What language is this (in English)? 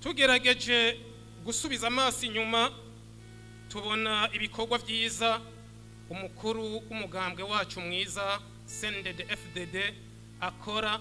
Rundi